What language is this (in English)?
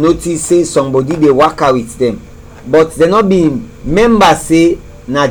Krio